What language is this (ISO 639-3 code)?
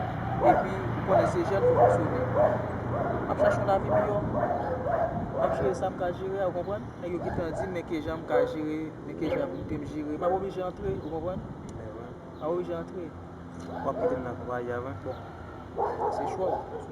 hat